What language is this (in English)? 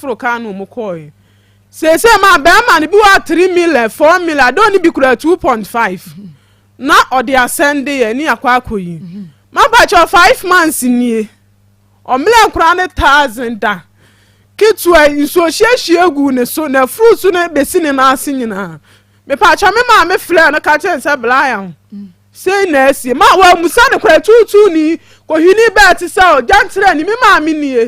Akan